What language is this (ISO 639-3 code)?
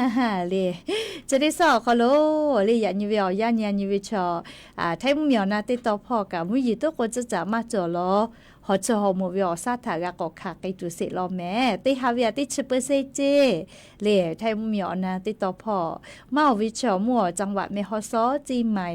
lhu